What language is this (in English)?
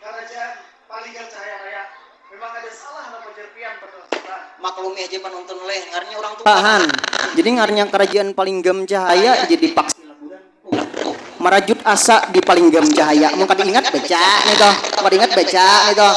Banjar